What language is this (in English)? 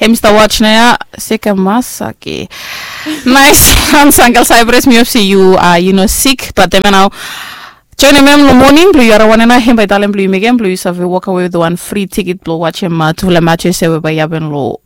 Bislama